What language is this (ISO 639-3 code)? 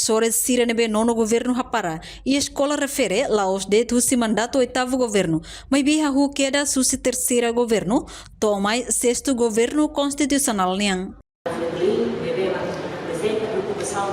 tet